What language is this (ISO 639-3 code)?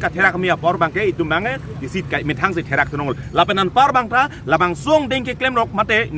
mjw